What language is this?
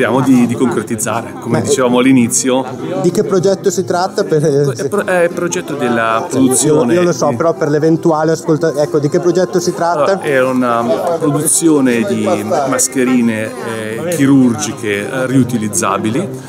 Italian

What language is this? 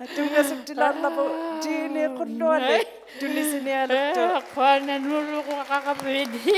Inuktitut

